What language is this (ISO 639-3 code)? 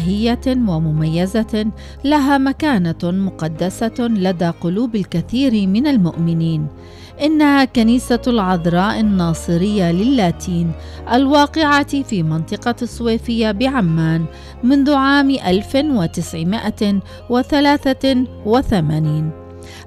ara